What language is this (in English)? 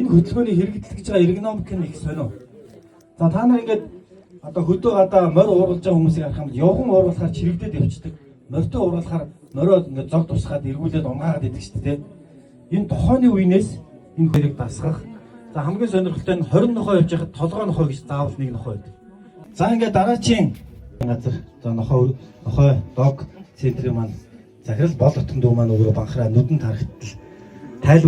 Mongolian